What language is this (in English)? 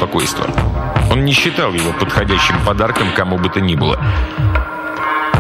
Russian